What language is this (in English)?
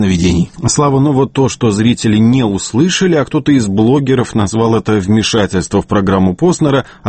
Russian